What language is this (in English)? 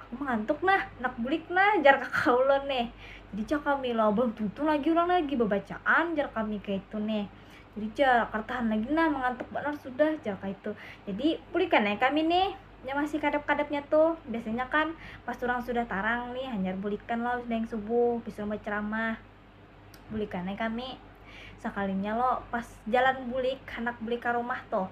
Banjar